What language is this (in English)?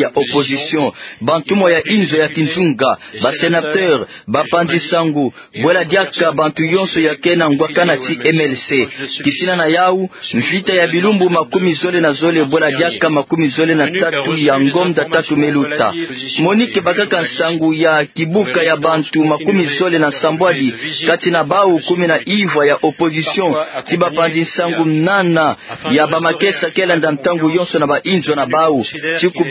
Kituba (Democratic Republic of Congo)